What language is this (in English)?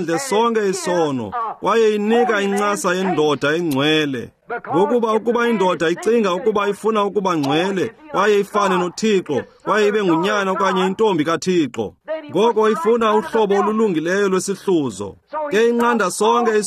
Xhosa